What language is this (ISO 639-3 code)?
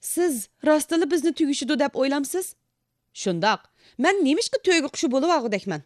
uig